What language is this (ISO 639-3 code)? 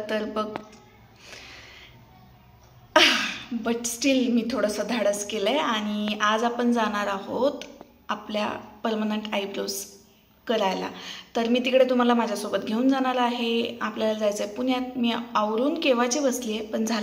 mar